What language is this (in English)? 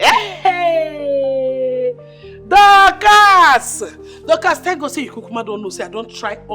Nigerian Pidgin